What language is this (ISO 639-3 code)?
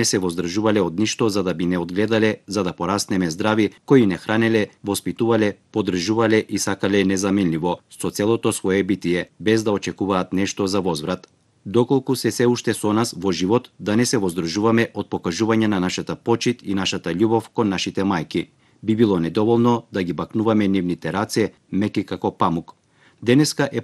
mkd